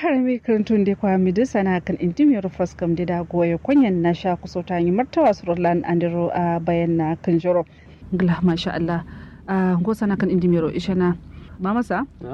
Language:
Kanuri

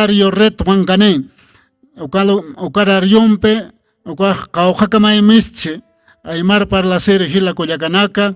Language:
Aymara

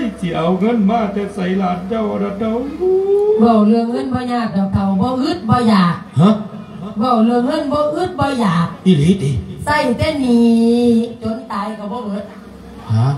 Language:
Lao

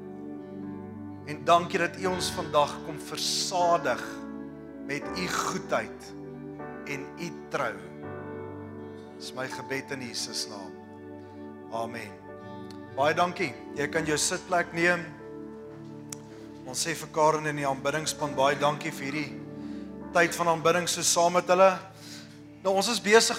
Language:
Afrikaans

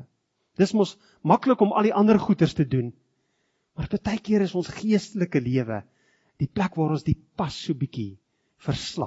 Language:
Afrikaans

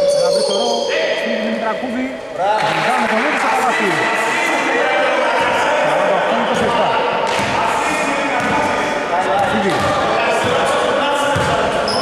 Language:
Greek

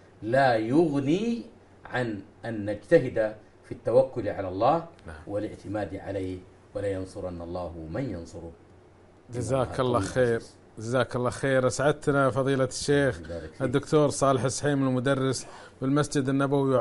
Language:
Arabic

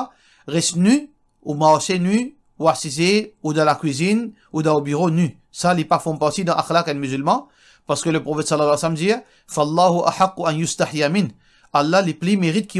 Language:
Morisyen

